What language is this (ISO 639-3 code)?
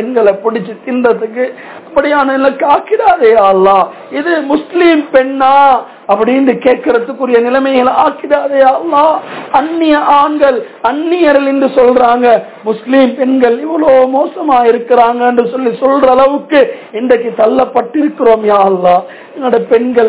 tam